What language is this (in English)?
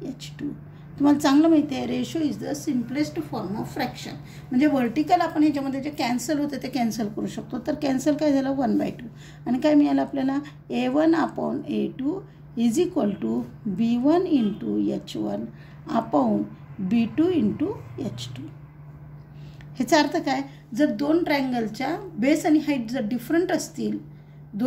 Marathi